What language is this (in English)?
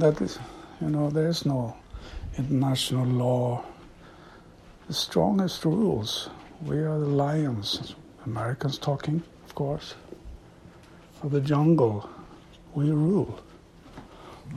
English